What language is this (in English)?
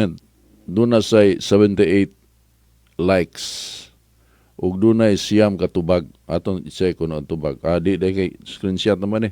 Cebuano